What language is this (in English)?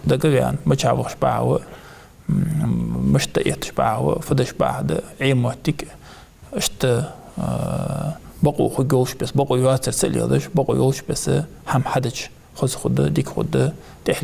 Ingush